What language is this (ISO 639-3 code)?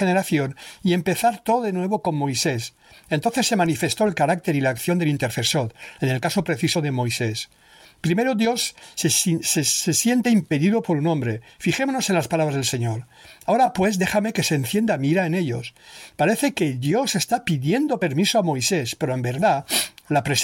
spa